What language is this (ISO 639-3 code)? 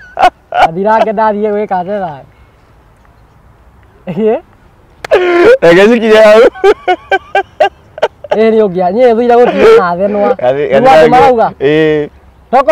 kik